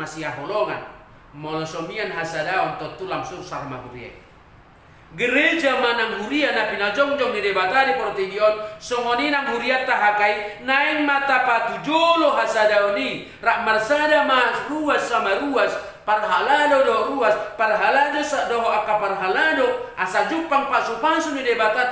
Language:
Batak Toba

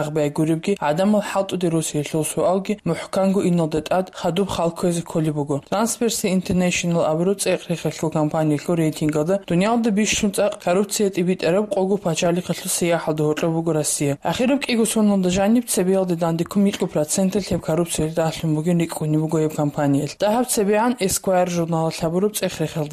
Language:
Avaric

